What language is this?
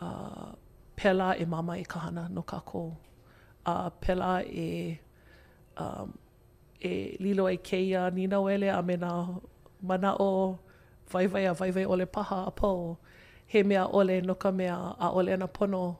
Hawaiian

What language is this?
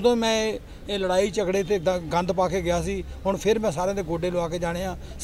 Punjabi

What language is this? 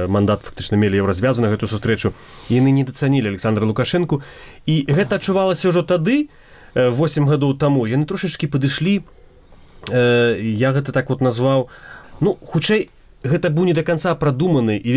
Belarusian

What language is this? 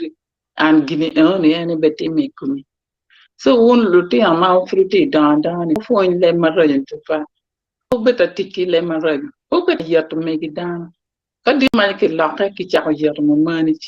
Acoli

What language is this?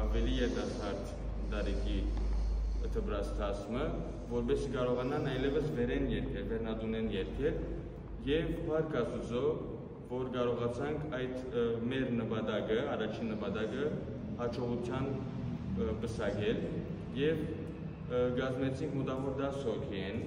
Western Armenian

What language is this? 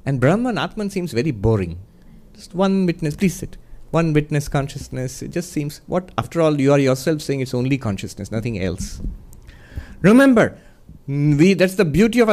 English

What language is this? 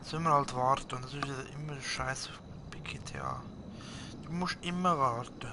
Swiss German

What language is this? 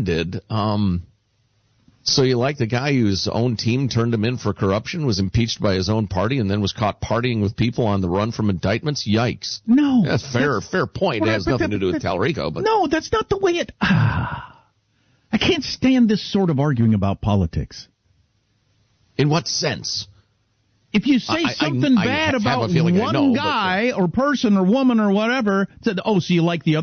English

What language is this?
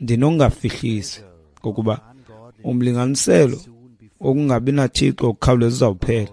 Xhosa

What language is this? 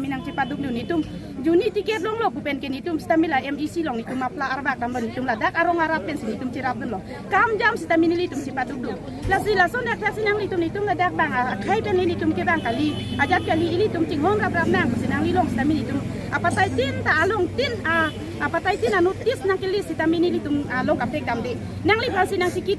Karbi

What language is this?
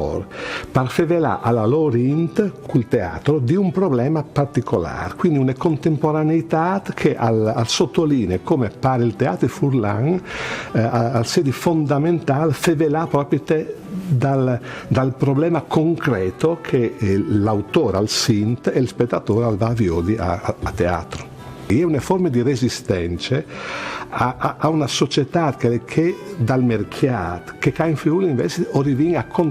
Friulian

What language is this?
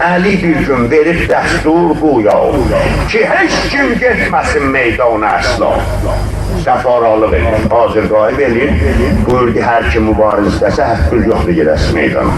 South Azerbaijani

